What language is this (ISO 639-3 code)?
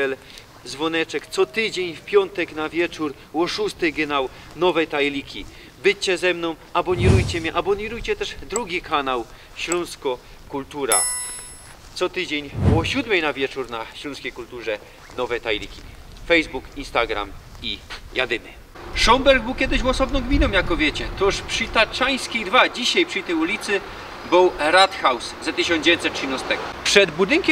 szl